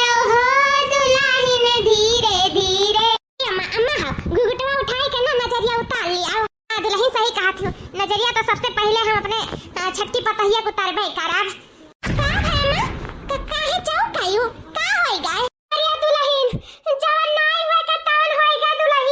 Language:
Awadhi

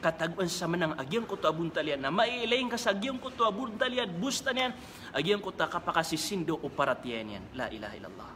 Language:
Maranao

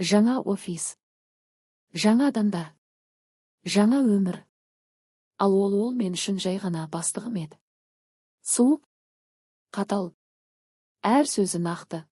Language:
Kazakh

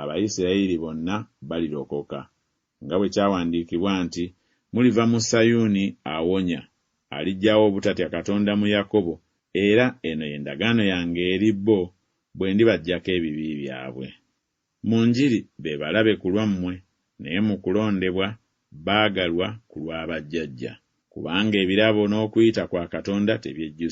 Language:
Ganda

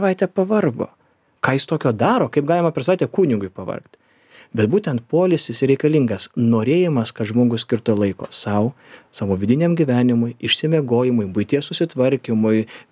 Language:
Lithuanian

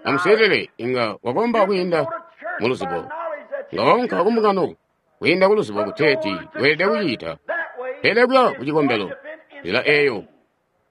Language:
Tonga (Zambia)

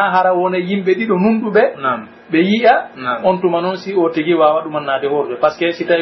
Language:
Pular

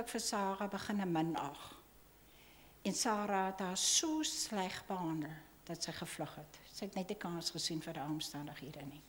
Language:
Afrikaans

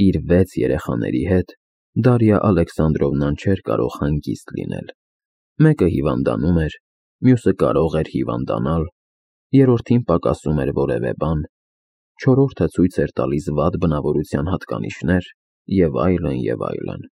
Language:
Armenian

